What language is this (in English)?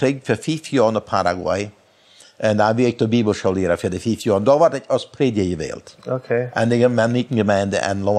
Plautdietsch